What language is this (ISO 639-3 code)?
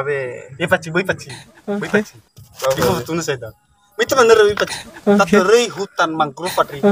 nia